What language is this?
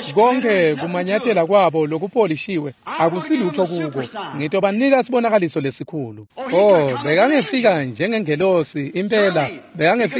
Swati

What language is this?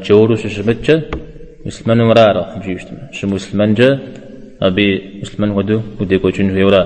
Kabardian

